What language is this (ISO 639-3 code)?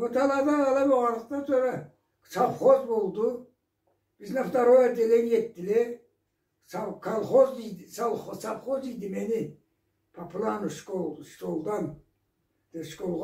krc